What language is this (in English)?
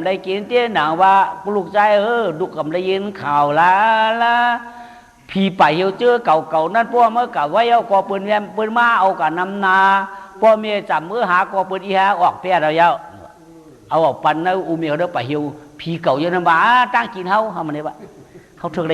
Shan